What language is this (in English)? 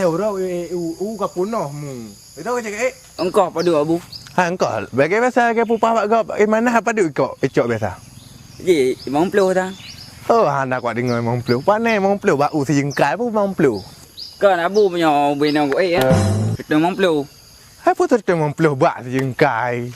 Achinese